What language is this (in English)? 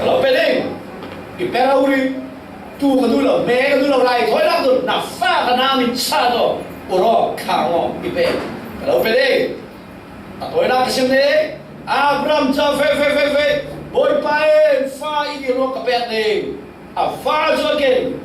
Falam Chin